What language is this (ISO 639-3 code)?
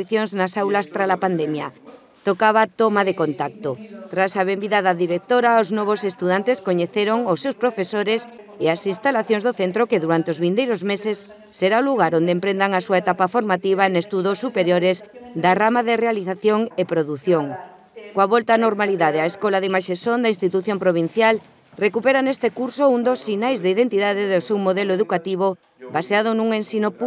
glg